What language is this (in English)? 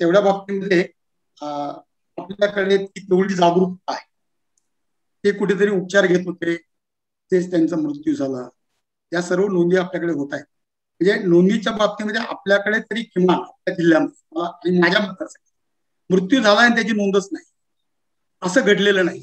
Marathi